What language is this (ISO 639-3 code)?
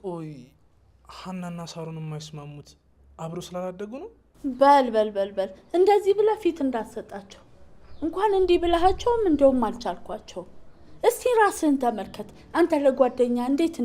amh